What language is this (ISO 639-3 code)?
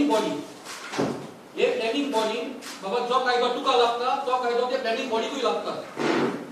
kok